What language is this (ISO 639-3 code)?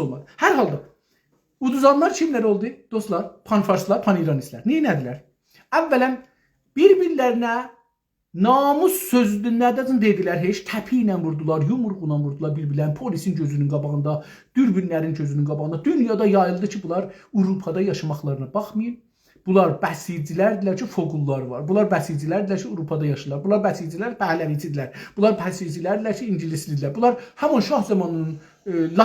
azb